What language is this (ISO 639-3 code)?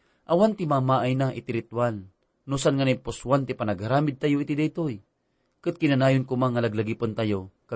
ilo